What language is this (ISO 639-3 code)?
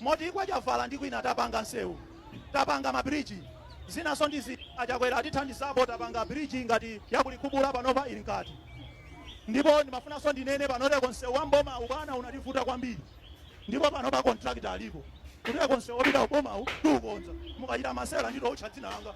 nya